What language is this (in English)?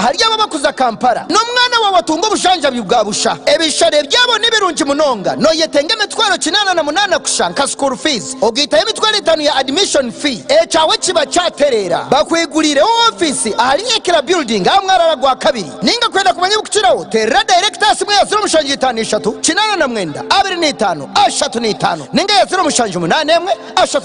Nyankole